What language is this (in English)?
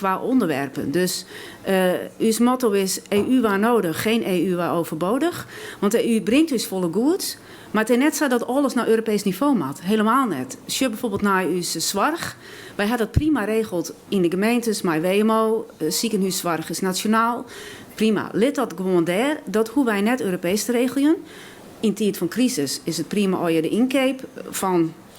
Western Frisian